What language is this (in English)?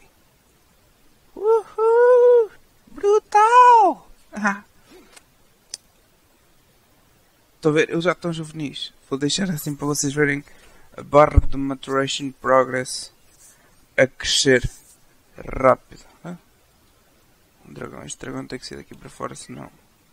Portuguese